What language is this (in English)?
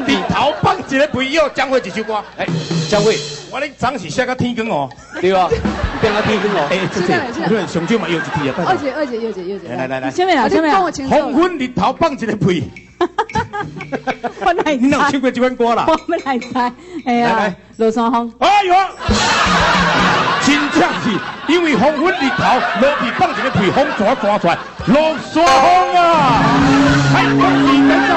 Min Nan Chinese